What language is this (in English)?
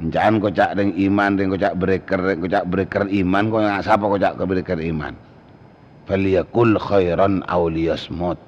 Madurese